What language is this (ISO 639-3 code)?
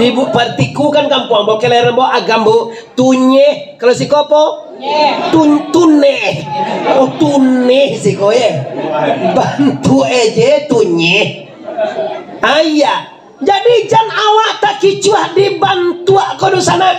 min